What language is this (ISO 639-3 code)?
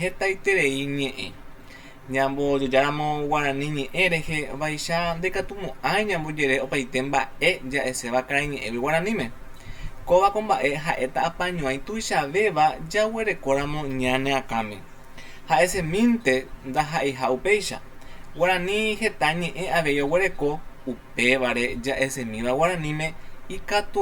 grn